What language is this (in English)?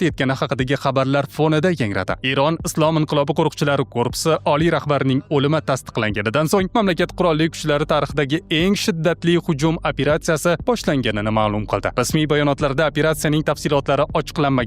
Uzbek